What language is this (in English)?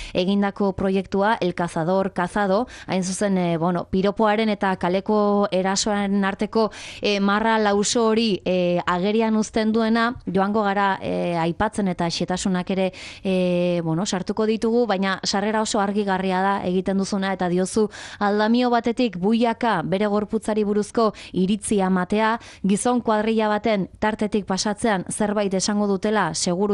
Basque